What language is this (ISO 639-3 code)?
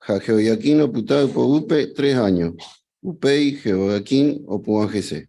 grn